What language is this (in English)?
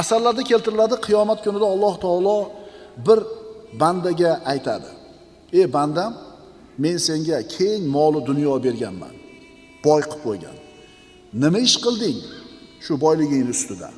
Uzbek